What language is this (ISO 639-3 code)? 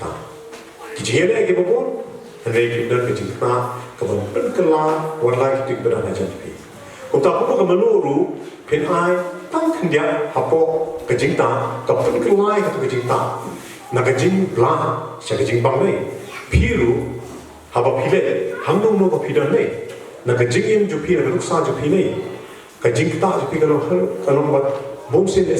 kha